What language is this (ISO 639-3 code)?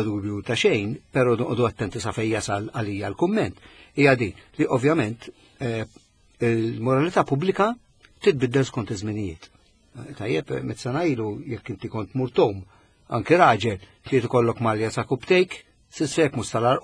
mlt